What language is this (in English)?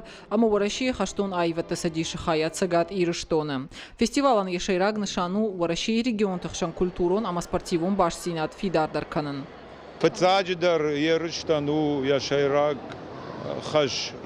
Ossetic